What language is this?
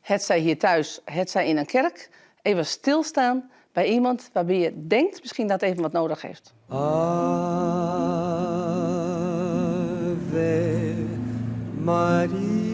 Western Frisian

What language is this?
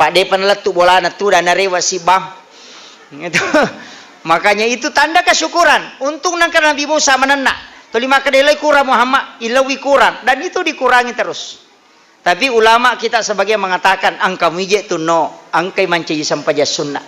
Buginese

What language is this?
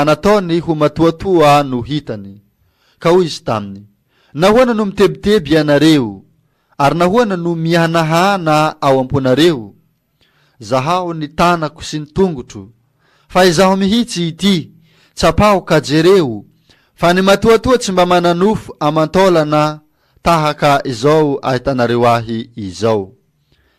Malagasy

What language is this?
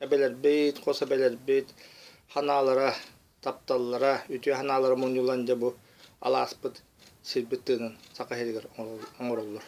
Yakut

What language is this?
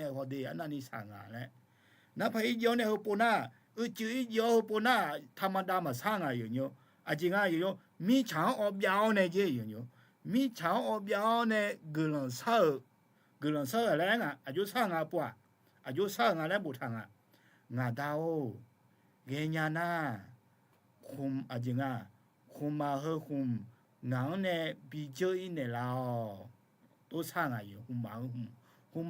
Akha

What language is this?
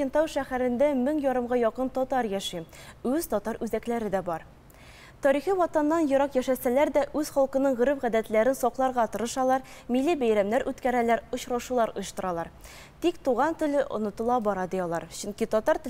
Tatar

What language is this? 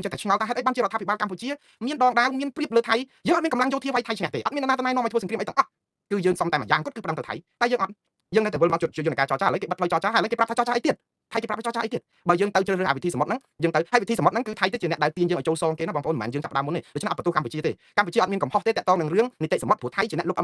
Khmer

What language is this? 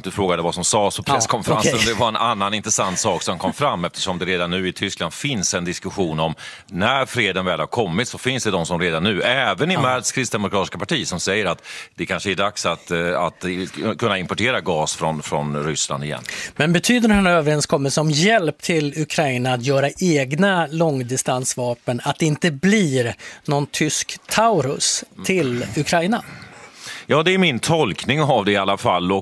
Swedish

